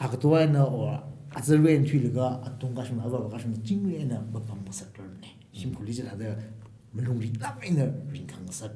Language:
Tangkhul Naga (India)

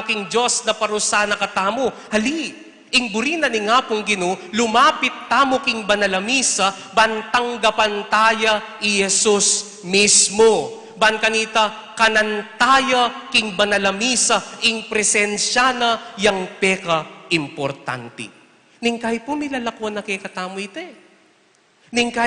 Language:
Pampanga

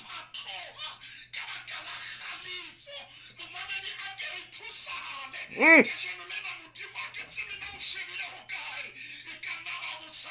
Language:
Southern Sotho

